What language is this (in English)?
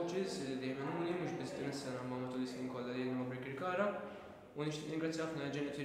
Maltese